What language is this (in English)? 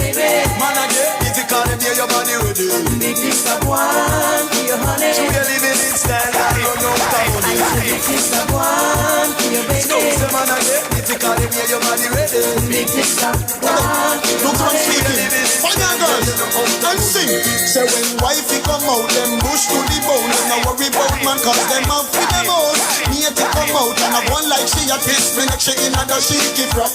Jamaican Creole English